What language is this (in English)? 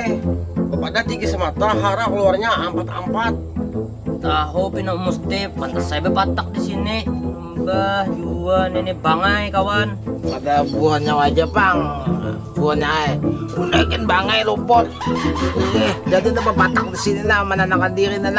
Banjar